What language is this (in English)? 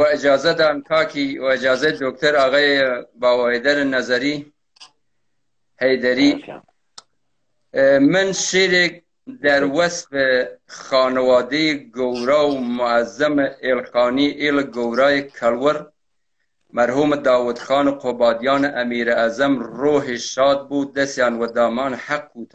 Persian